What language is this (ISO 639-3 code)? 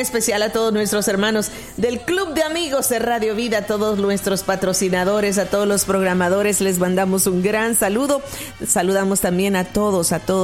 spa